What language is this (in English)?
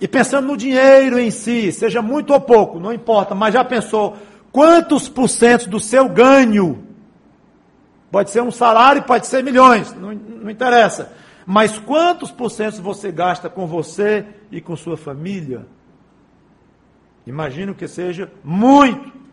Portuguese